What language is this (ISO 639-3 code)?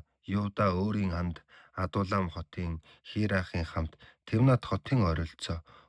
mon